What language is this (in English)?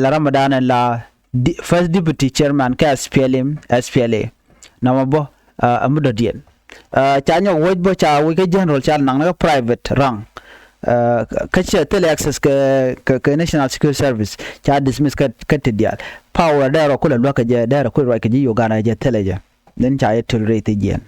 Nuer